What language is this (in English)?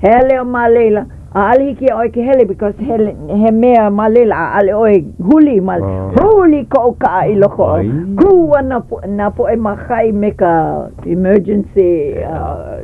Hawaiian